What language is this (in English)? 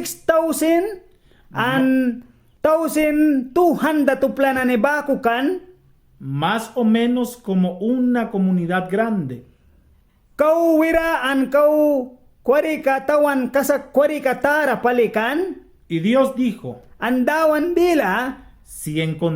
Mískito